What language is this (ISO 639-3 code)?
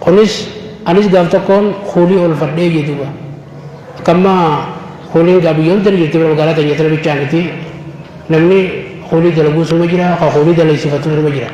orm